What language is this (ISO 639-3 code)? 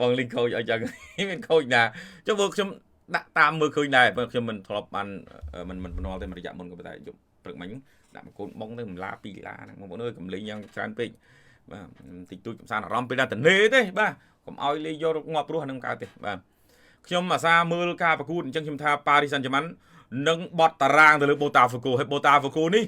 khm